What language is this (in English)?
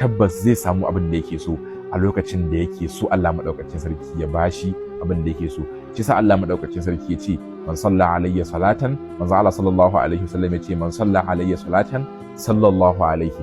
Hausa